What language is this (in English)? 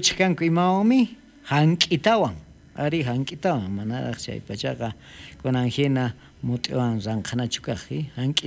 South Bolivian Quechua